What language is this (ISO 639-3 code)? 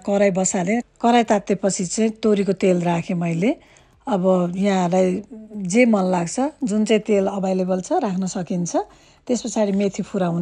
nep